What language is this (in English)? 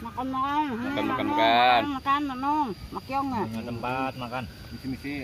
Betawi